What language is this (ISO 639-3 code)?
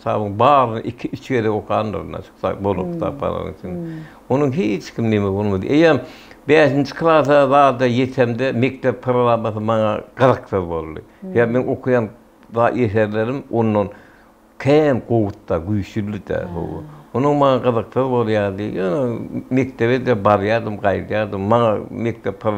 tuk